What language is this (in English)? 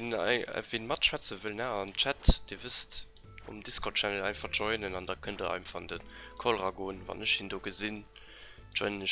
Luxembourgish